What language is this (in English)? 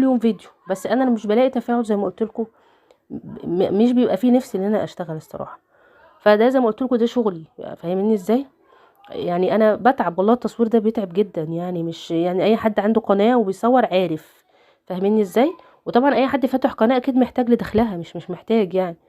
Egyptian Arabic